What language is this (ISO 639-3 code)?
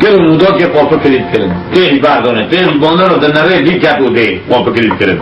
kur